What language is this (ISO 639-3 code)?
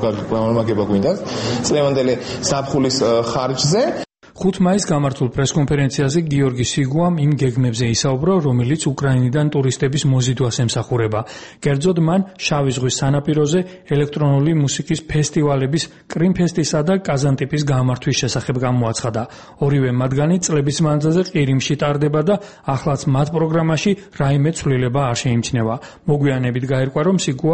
kat